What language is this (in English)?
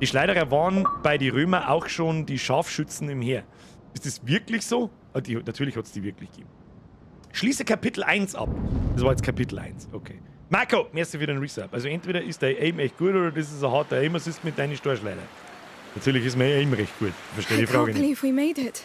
Bavarian